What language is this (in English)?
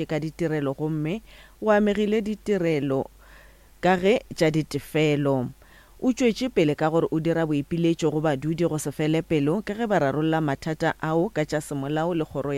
Northern Sotho